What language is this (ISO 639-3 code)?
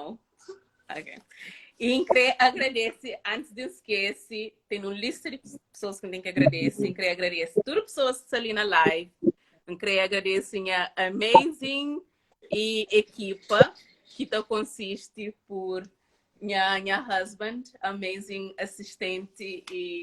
kea